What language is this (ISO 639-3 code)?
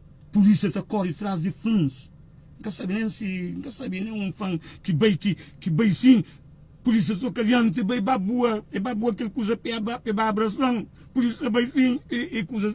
kea